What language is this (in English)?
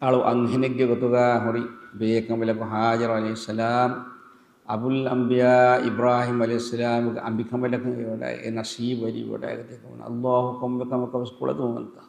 Divehi